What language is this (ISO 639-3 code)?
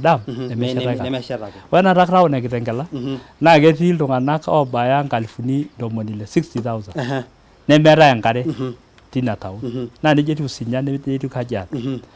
mas